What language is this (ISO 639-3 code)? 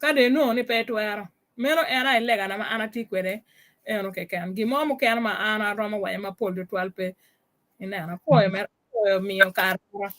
ach